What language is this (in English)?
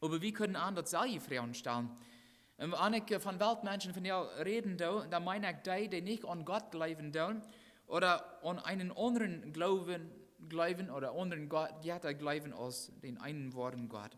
Plautdietsch